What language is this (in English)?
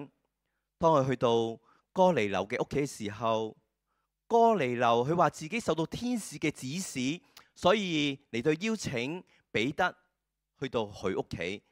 Cantonese